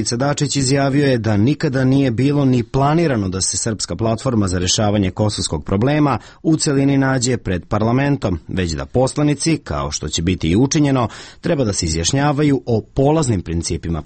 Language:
Serbian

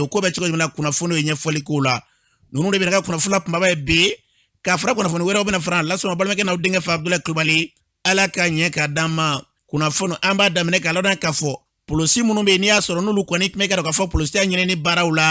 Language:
Bambara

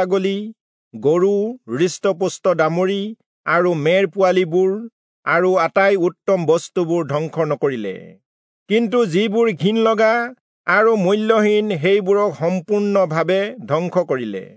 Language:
Assamese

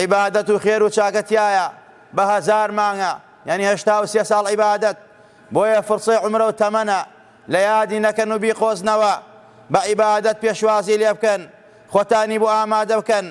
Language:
Central Kurdish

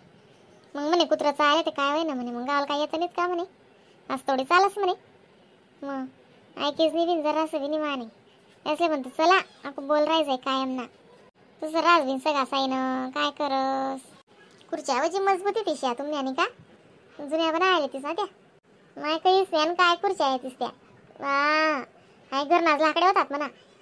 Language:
Khandesi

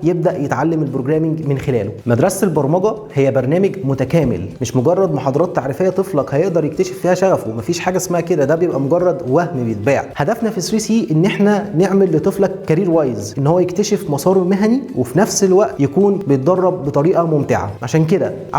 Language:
Egyptian Arabic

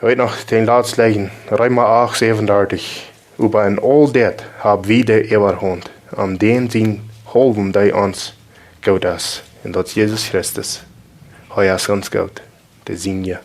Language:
Plautdietsch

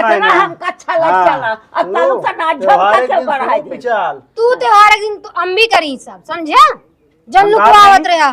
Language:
Awadhi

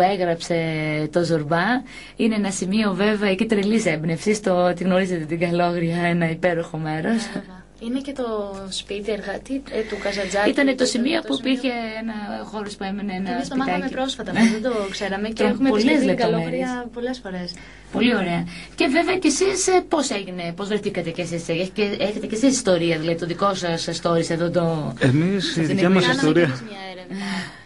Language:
Greek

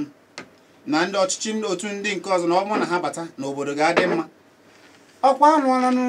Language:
Igbo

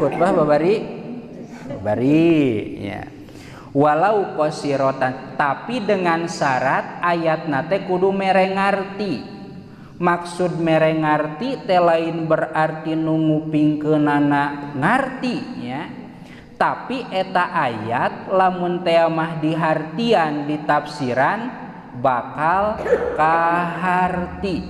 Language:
Sundanese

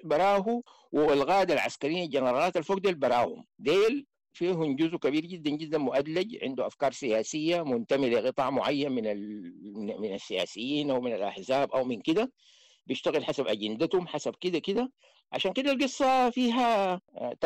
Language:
Sudanese Arabic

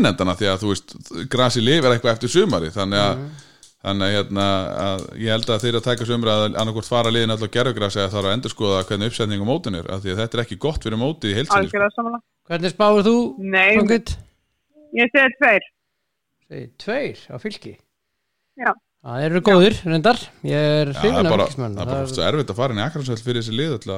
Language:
Icelandic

